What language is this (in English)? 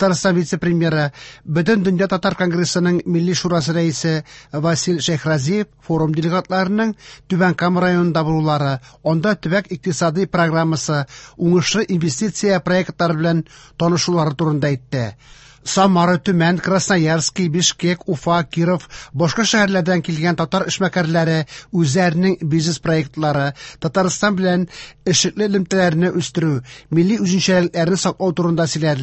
Tatar